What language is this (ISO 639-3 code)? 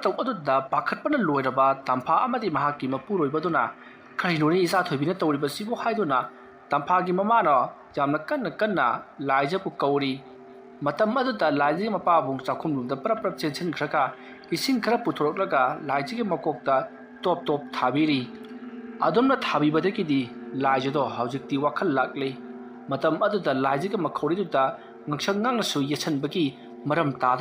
mni